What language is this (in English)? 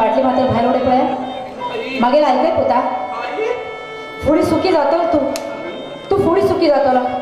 Konkani